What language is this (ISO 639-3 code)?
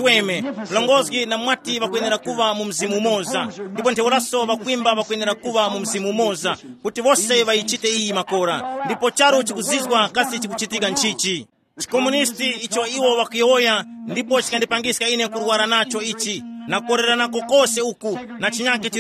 tum